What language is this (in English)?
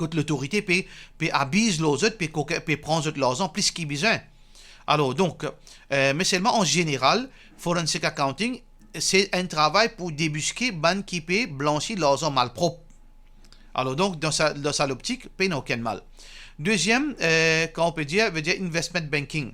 Morisyen